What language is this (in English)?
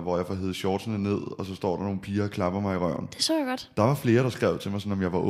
Danish